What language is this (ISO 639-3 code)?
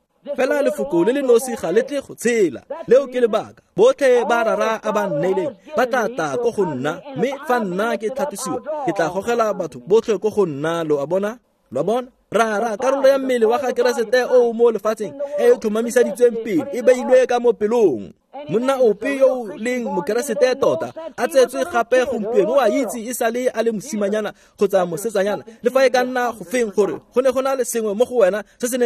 tsn